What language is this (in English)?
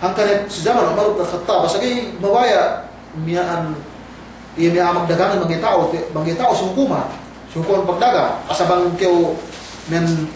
Yakan